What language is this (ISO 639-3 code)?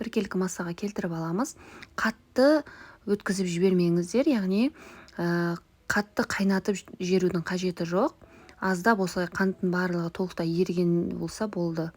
kaz